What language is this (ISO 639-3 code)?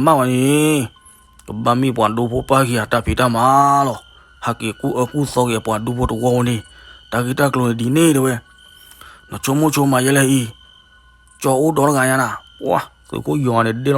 ksw